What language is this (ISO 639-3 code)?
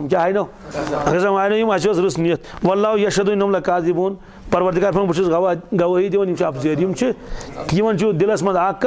kas